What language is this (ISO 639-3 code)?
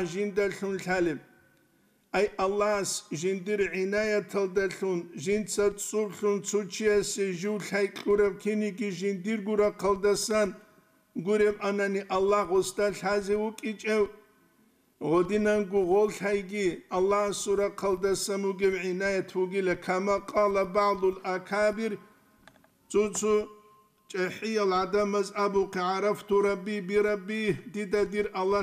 ava